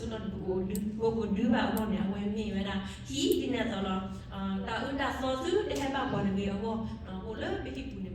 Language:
S'gaw Karen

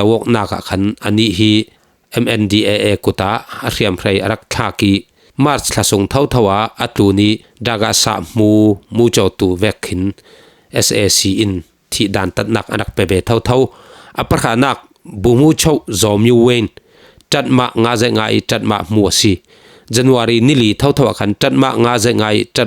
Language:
Falam Chin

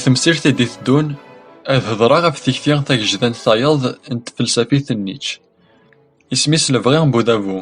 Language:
Kabyle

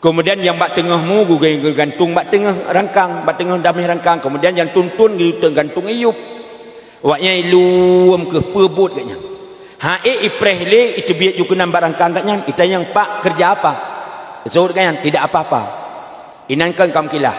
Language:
Achinese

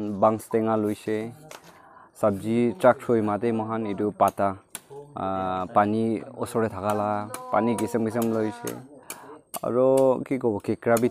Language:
Naga Pidgin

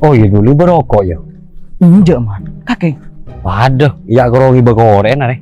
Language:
Madurese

